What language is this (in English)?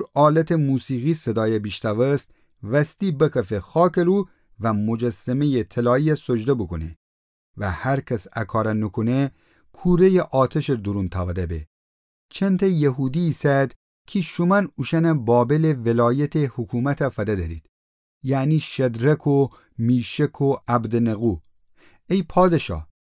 Gilaki